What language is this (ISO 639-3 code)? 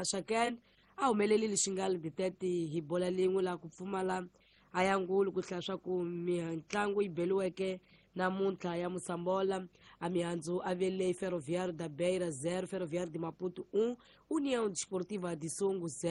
tso